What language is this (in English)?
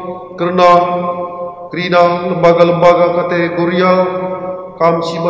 Batak Karo